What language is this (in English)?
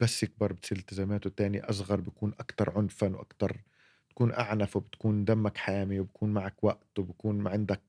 North Levantine Arabic